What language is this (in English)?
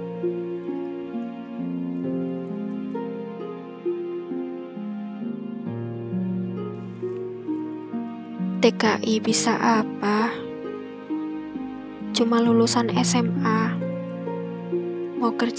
Indonesian